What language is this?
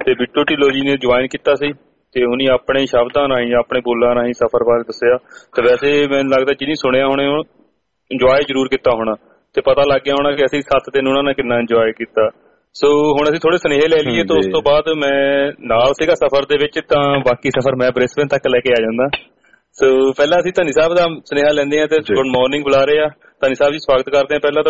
Punjabi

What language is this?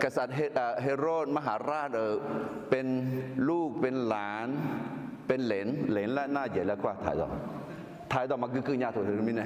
Akha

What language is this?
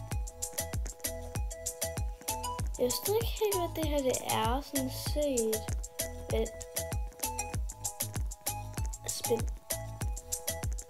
Danish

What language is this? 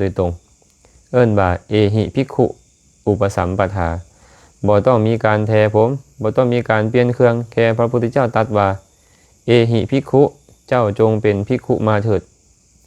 Lao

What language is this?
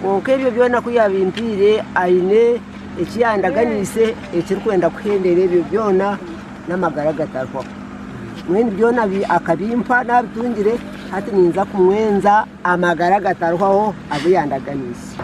Nyankole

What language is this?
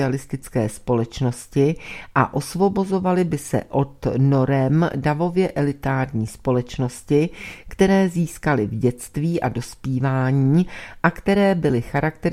Czech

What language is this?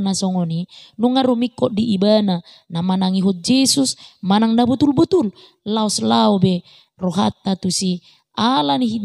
Batak Toba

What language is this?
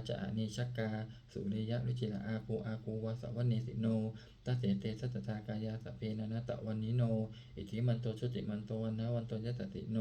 Pali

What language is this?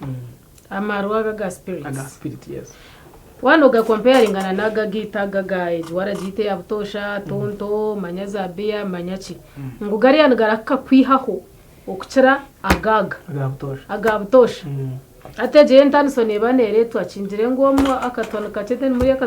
Nyankole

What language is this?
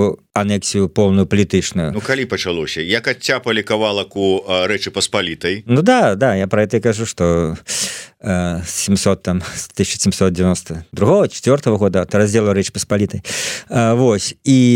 Belarusian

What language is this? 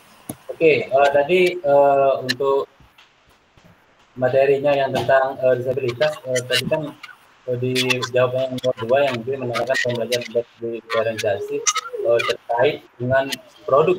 Indonesian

